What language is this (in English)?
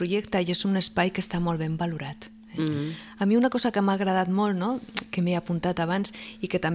Catalan